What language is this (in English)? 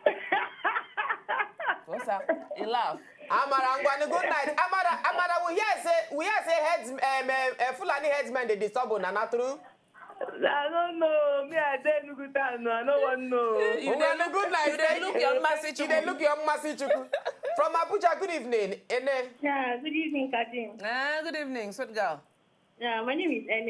Nigerian Pidgin